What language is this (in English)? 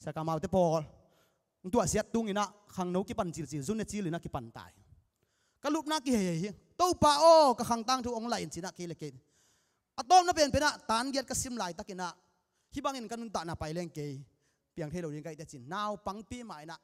Tedim Chin